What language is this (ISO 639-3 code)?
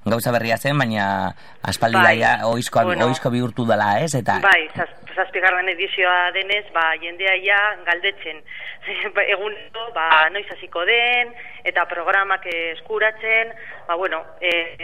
eus